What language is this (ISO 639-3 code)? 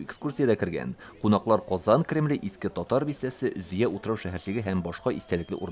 tat